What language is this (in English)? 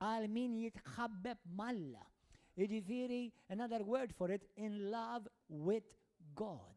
Maltese